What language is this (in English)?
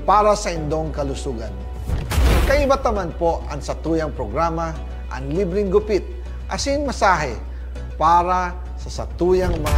Bikol